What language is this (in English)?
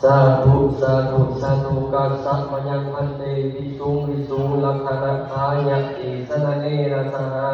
Pali